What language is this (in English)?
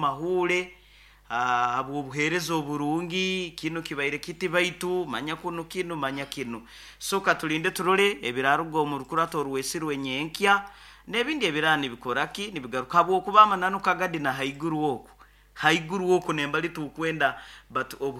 Nyoro